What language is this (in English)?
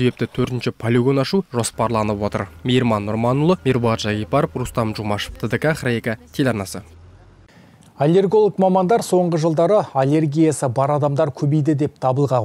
Kazakh